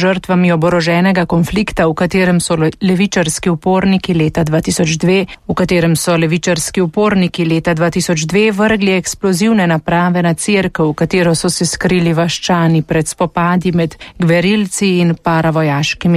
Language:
Slovenian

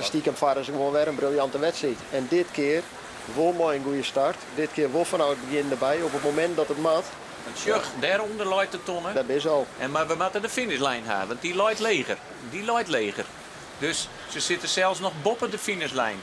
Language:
Western Frisian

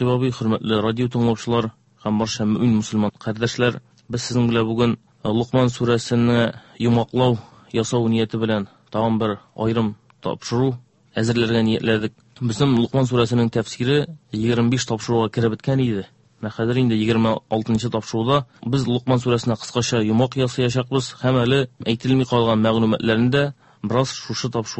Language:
Tatar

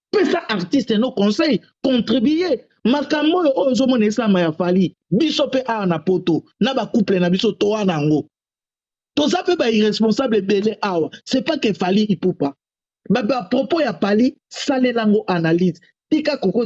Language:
Lingala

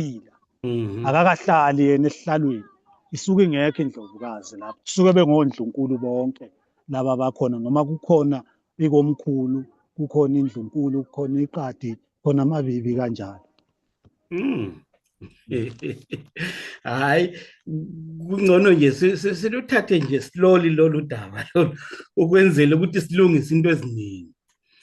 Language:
Zulu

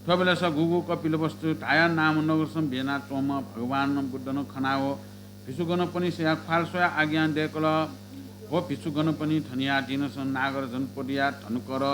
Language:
Newari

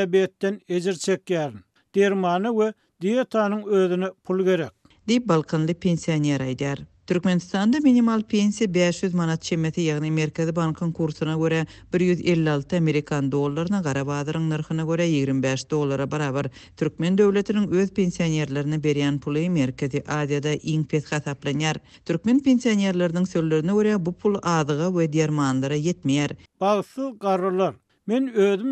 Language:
Turkmen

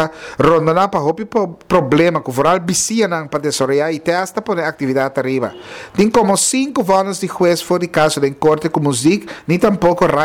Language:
Papiamento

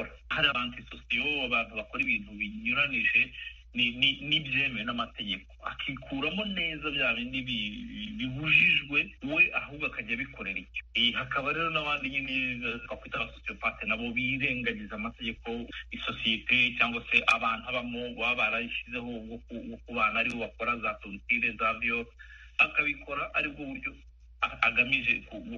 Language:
Kinyarwanda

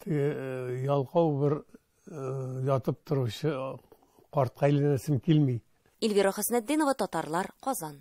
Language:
Tatar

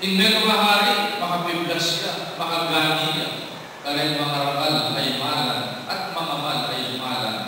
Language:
Pampanga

